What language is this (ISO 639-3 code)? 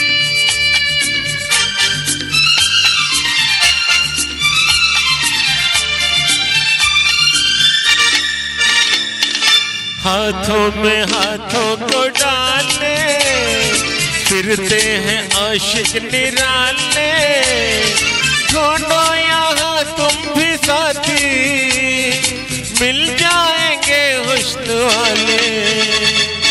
hin